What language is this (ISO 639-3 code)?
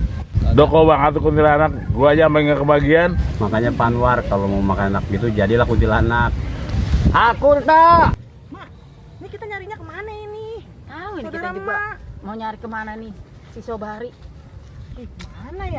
bew